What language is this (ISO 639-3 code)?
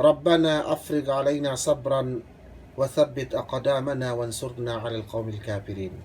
yka